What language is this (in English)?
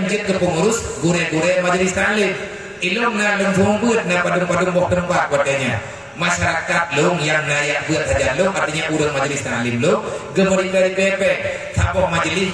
Achinese